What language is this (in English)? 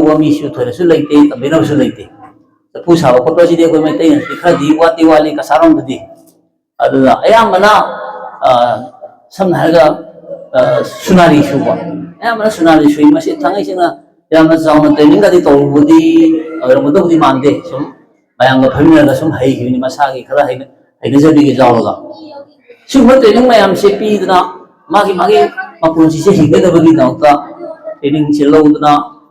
Manipuri